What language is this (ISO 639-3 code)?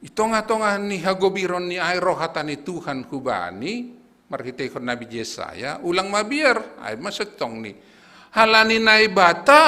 bts